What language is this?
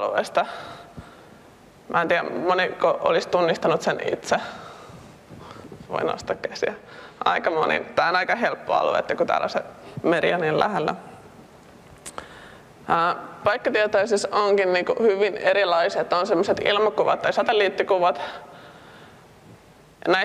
Finnish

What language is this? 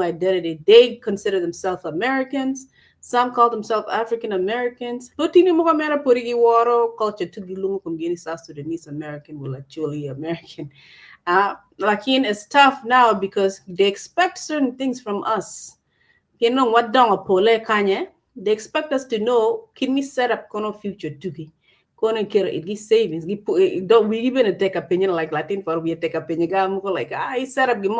Acoli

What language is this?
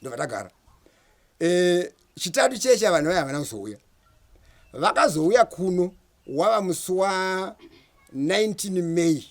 Shona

